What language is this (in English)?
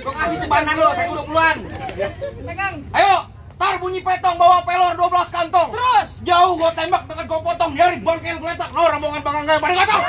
Betawi